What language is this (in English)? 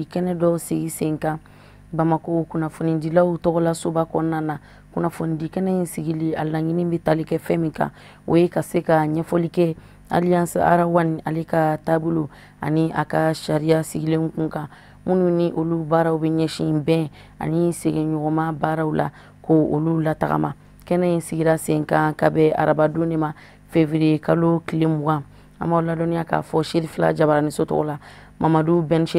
Bambara